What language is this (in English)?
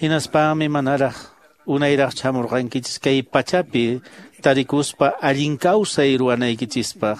Quechua